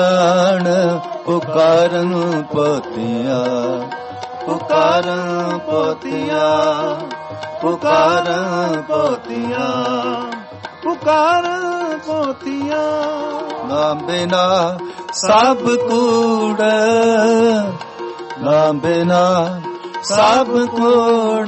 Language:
Punjabi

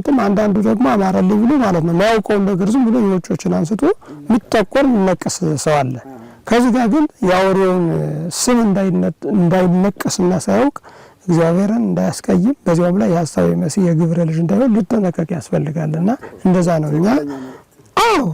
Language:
Amharic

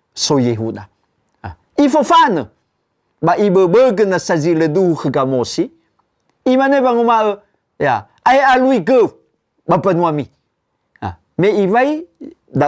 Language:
Nias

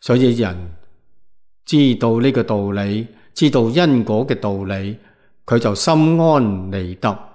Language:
Cantonese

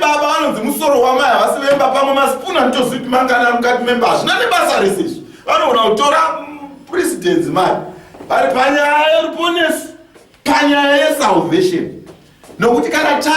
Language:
Shona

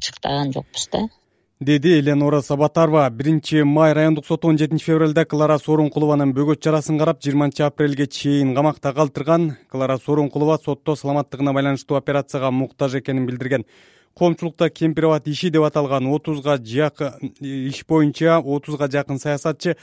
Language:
Kyrgyz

